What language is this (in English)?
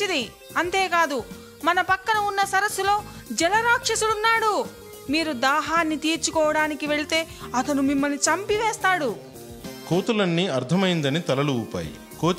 Telugu